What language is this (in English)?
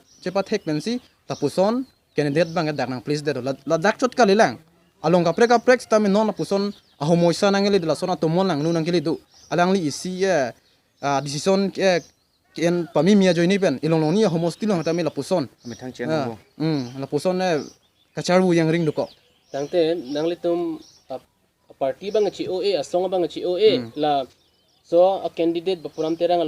Karbi